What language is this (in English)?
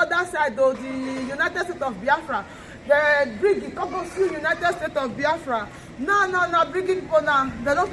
Nigerian Pidgin